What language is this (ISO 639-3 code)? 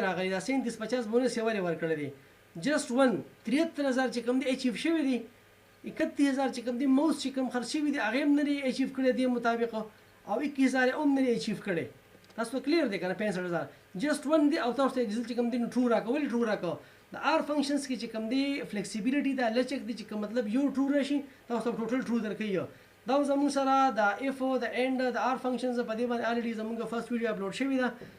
pus